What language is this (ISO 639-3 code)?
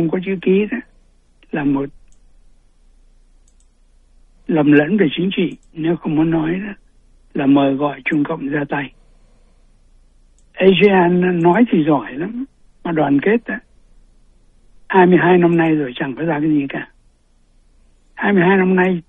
vie